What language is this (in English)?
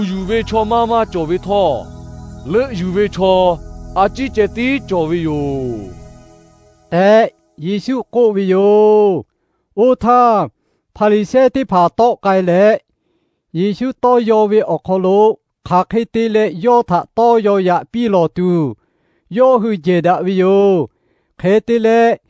Lahu